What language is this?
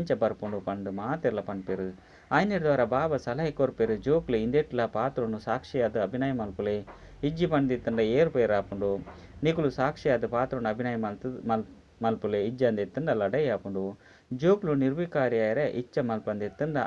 Tulu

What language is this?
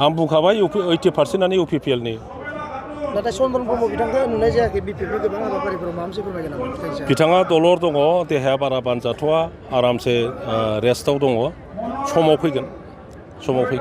Bodo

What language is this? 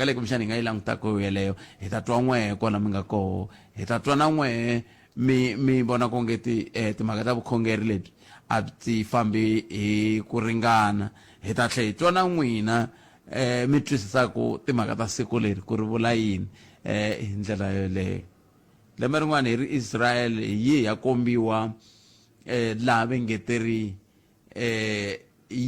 Tsonga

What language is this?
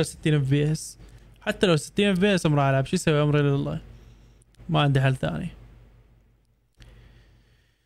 Arabic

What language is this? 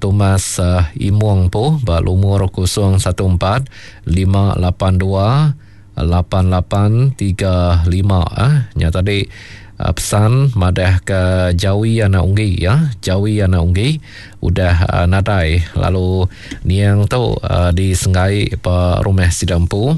Iban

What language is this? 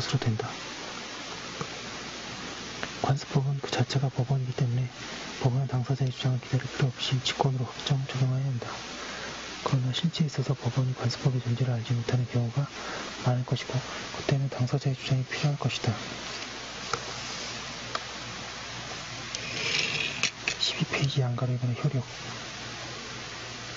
Korean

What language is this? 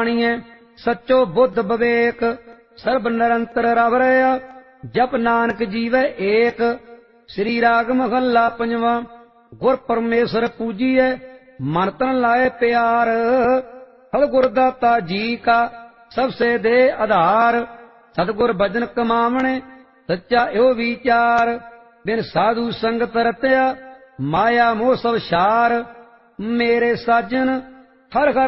Punjabi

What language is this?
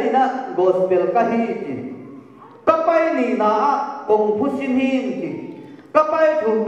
Tedim Chin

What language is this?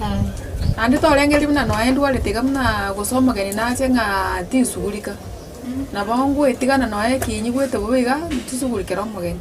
Gusii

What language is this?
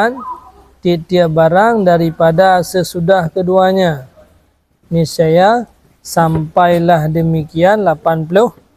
Achinese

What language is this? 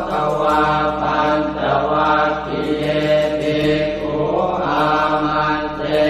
Pali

